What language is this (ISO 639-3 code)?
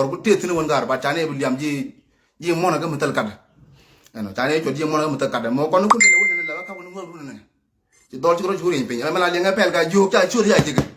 nus